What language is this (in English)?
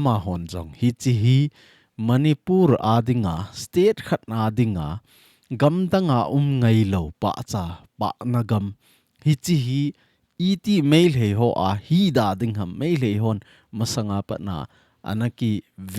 Thado Chin